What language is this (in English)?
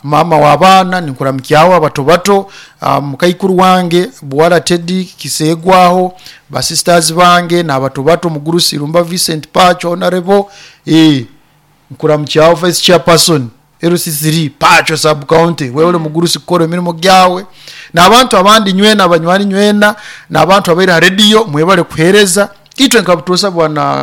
Nyoro